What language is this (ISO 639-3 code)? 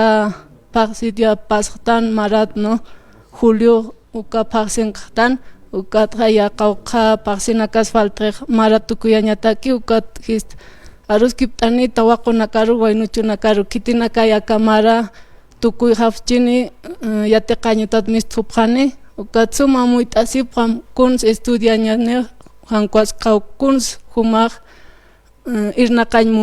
aym